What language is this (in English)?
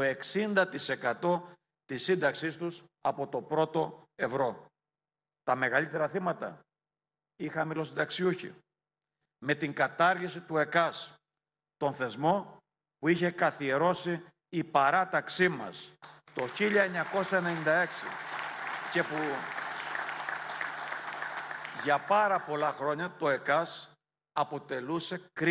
Greek